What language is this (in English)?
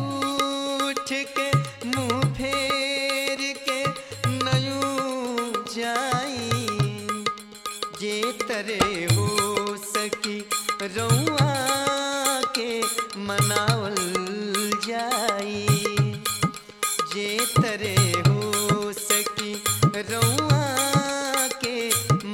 Bhojpuri